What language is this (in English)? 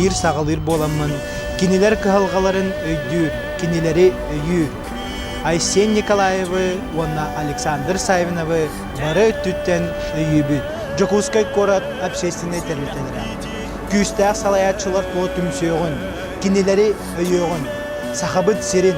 Yakut